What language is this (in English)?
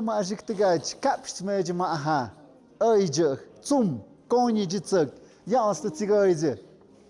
Tlahuitoltepec Mixe